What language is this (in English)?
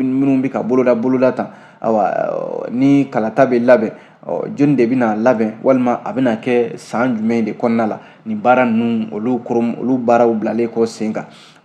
Bambara